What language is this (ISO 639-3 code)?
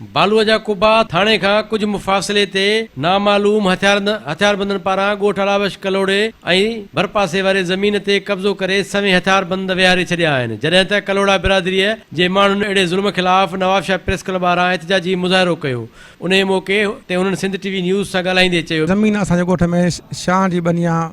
snd